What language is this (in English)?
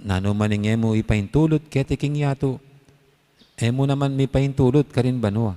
Pampanga